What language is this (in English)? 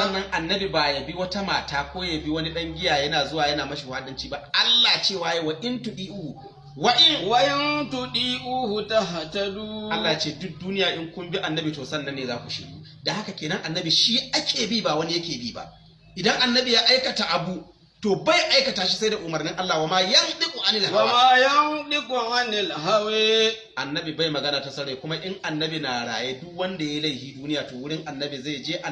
Hausa